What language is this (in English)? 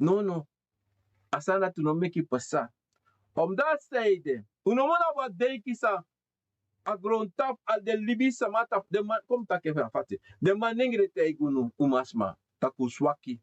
Sranan Tongo